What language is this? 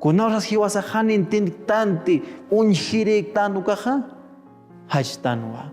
Aymara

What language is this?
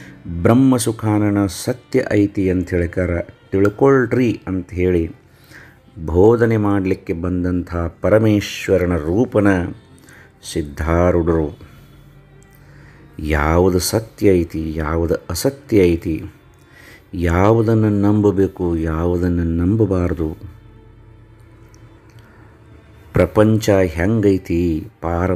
Kannada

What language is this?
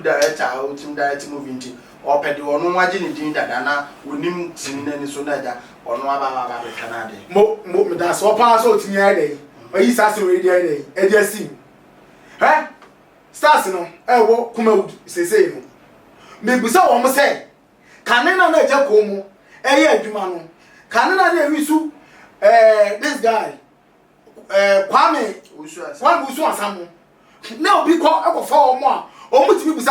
Akan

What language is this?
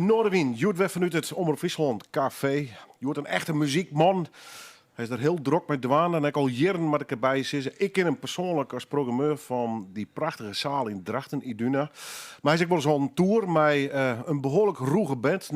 Western Frisian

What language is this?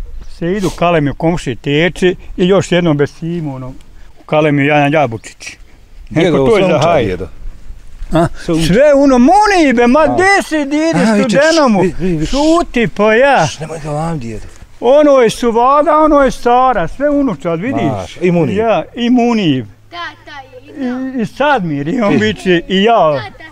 Bosnian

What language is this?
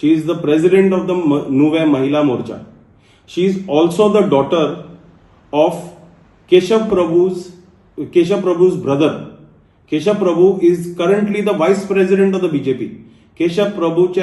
Konkani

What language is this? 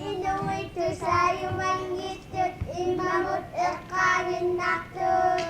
Kalaallisut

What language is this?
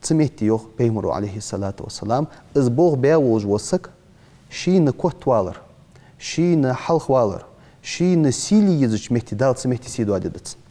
Ingush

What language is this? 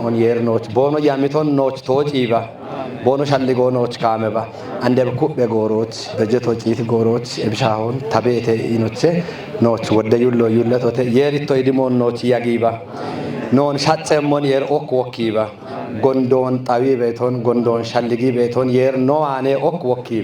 Kafa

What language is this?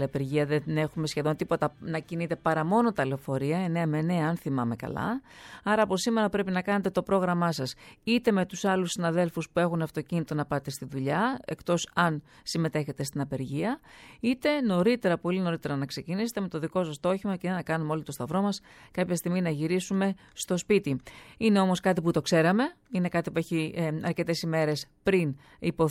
Greek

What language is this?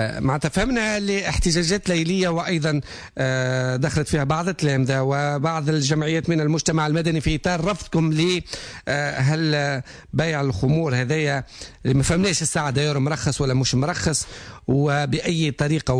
Tunisian Arabic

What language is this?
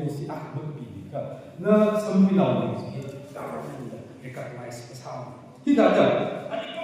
Tangkhul Naga (India)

